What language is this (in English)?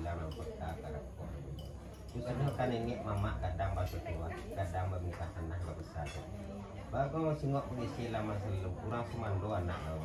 Minangkabau